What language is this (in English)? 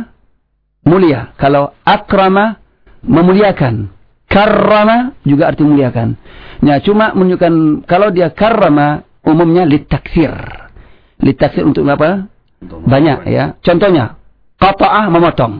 Indonesian